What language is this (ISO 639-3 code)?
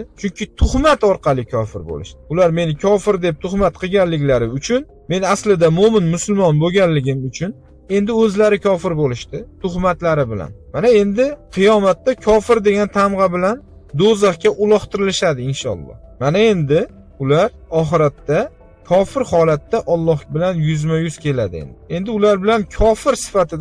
uzb